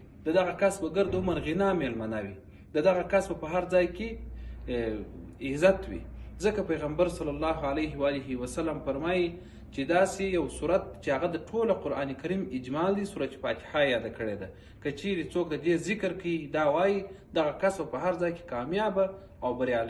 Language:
Pashto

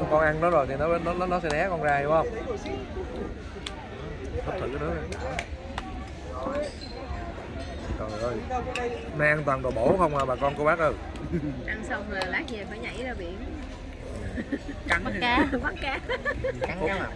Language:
Vietnamese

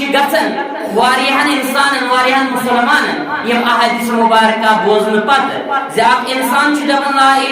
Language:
Kashmiri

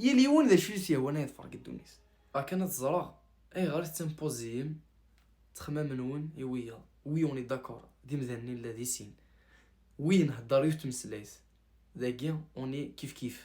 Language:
Kabyle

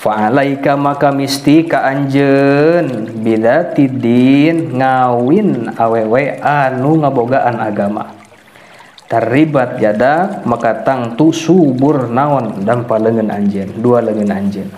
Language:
Sundanese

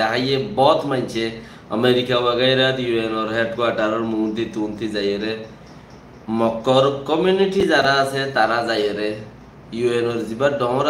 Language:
Rohingya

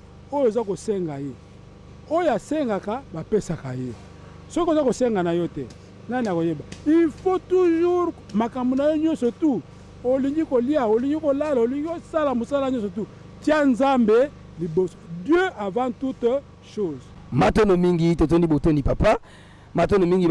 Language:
Lingala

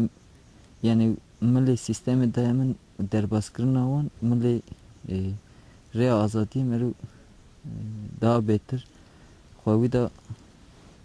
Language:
Kurdish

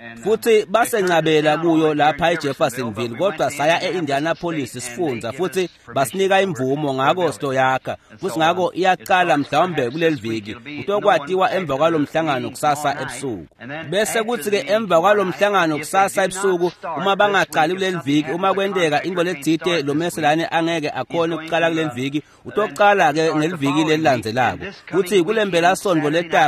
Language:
Swati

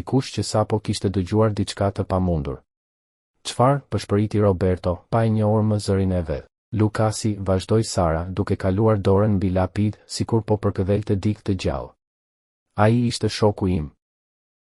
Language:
Albanian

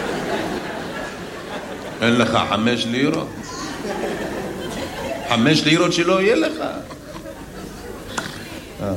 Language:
Hebrew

